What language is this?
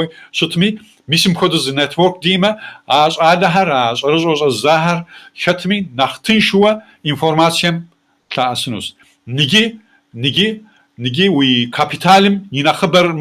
Kabardian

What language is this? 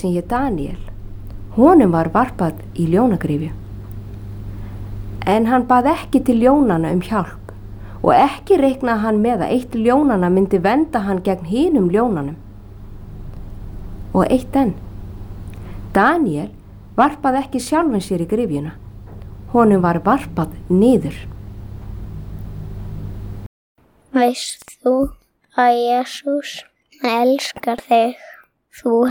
Icelandic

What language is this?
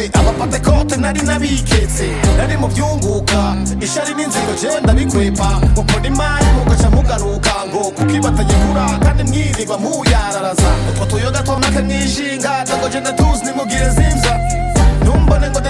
Kinyarwanda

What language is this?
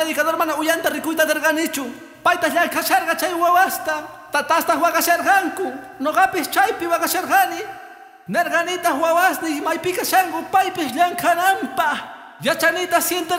Quechua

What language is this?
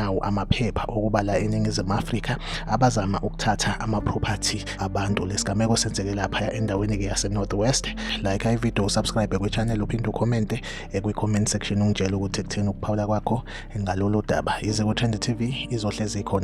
Zulu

